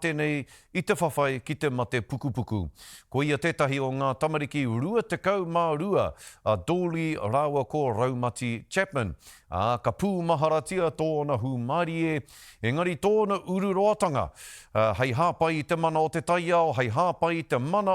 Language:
Māori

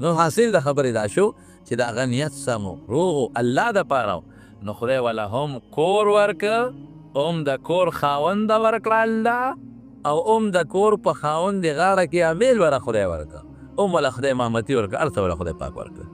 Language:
Pashto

